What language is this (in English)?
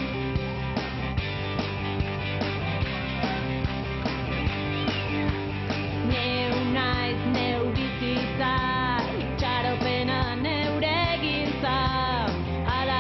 Basque